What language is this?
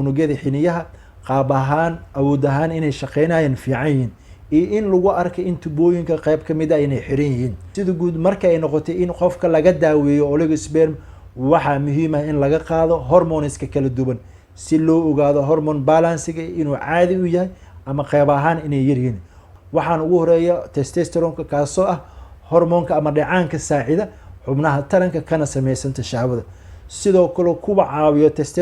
Somali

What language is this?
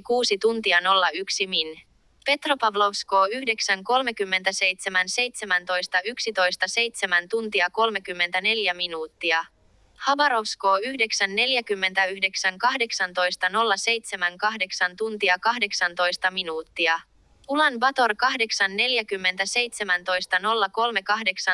Finnish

